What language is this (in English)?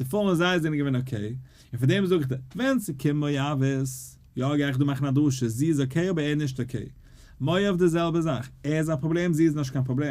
Yiddish